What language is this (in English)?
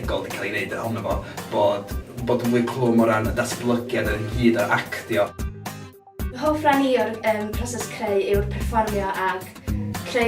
Welsh